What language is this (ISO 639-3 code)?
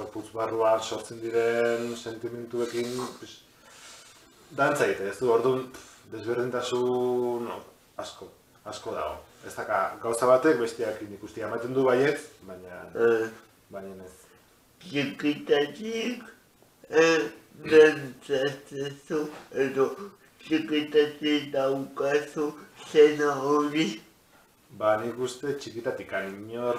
eus